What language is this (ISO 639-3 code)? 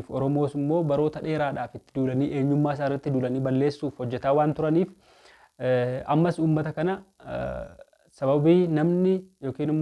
orm